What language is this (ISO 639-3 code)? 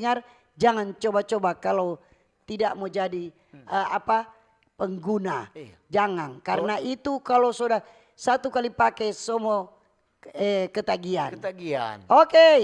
xmm